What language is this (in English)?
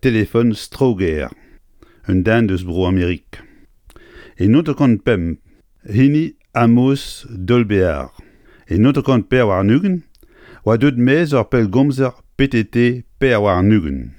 Breton